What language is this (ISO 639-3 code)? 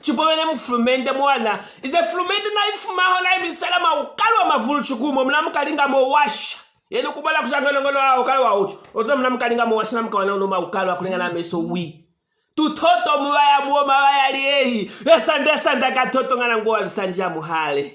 lue